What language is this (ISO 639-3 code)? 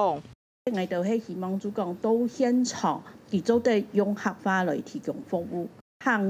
hak